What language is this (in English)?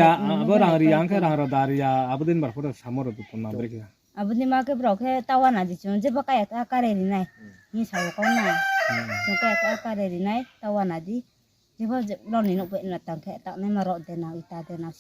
Riang (India)